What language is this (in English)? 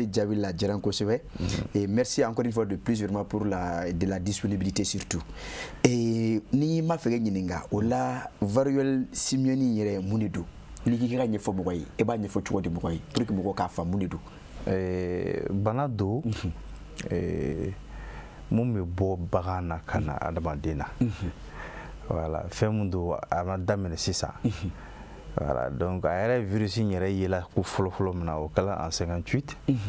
Bambara